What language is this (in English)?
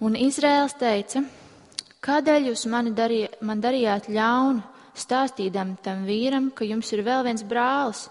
Latvian